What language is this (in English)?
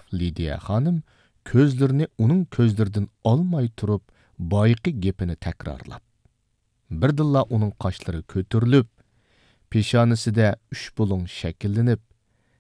Uyghur